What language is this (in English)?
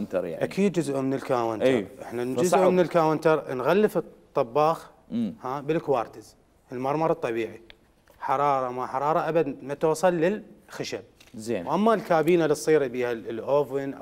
Mesopotamian Arabic